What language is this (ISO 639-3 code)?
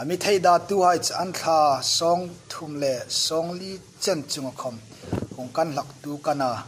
hmr